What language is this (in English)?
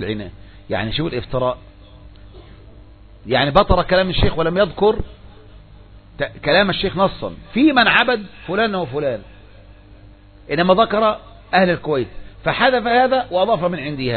Arabic